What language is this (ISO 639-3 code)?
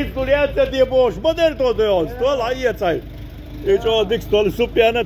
che